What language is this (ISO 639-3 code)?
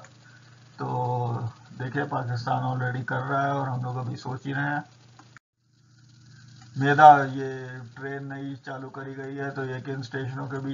hin